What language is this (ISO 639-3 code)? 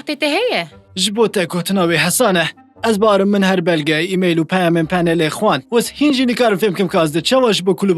kur